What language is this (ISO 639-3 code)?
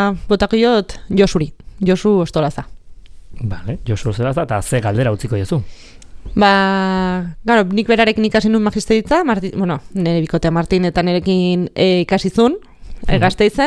eus